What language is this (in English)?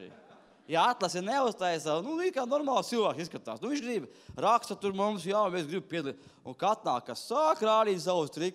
Latvian